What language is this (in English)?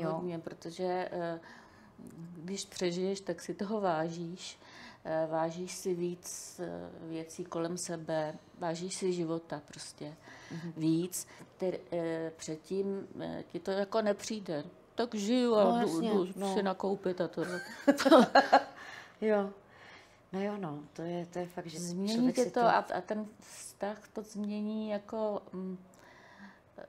Czech